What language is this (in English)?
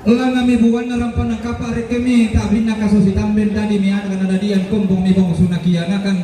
Toraja-Sa'dan